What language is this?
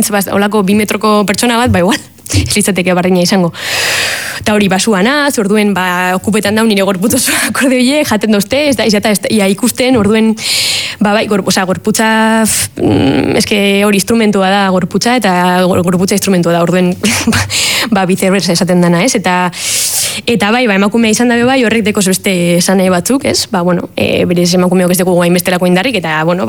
Basque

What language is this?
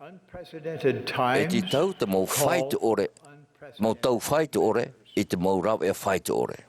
Tahitian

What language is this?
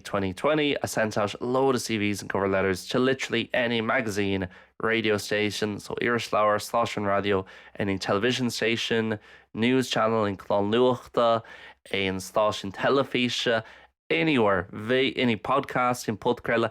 Irish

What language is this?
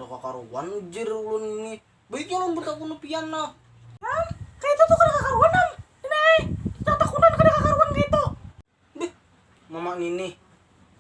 Banjar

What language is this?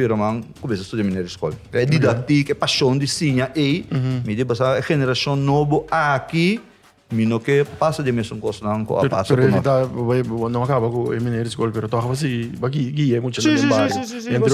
Papiamento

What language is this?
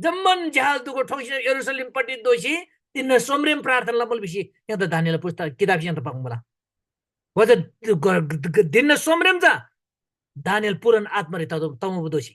Eastern Tamang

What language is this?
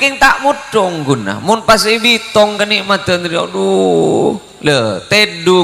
Madurese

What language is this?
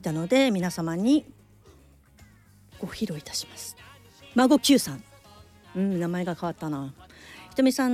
Japanese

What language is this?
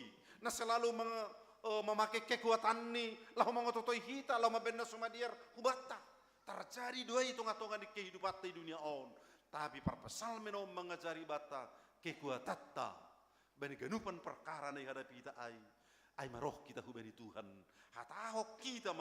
Batak Simalungun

